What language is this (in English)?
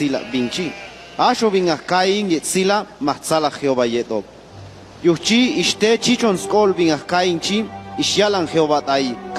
Chuj